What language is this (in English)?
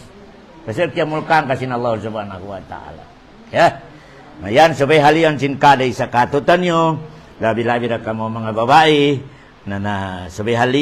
Tausug